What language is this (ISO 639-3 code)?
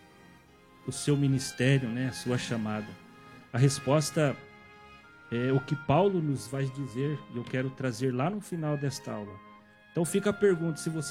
por